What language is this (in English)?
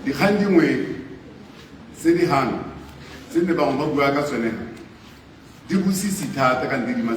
Tswana